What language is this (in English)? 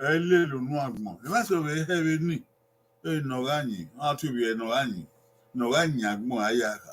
Bini